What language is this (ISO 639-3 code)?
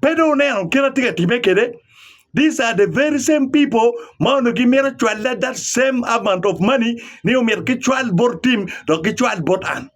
ach